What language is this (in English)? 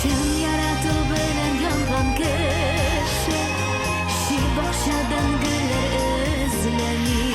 Tatar